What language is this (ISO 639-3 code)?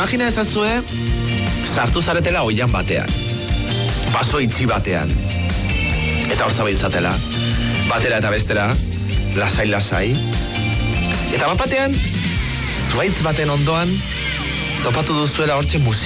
eus